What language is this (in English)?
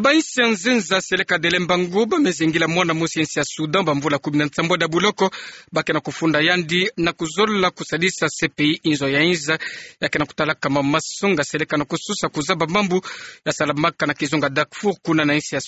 Kituba (Democratic Republic of Congo)